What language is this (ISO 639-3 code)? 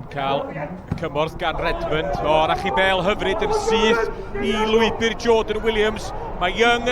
cym